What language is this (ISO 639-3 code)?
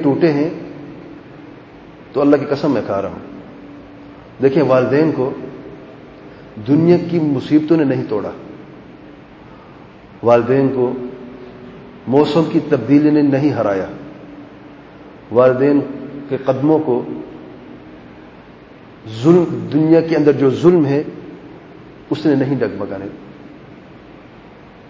urd